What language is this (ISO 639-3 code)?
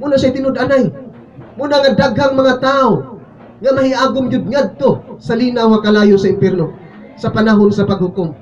ceb